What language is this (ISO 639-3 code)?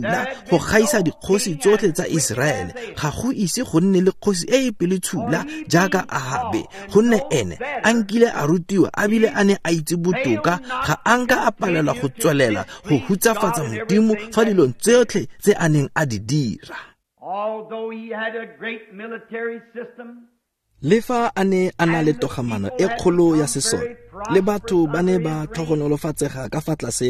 tsn